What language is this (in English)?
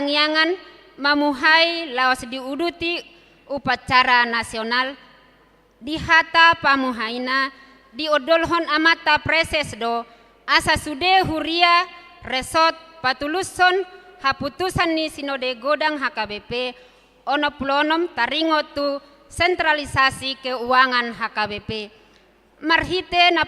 Batak Toba